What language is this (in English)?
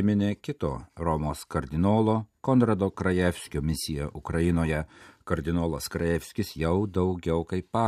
Lithuanian